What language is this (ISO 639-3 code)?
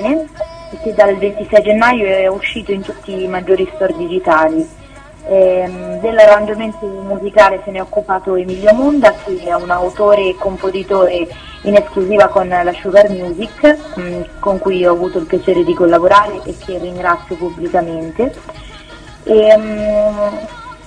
ita